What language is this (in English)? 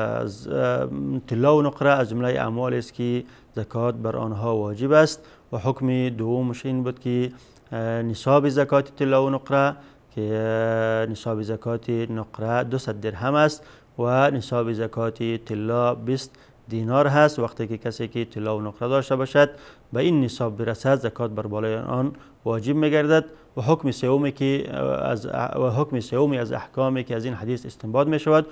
Persian